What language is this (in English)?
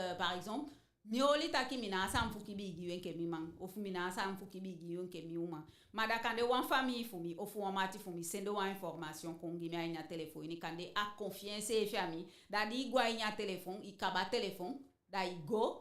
Eastern Maroon Creole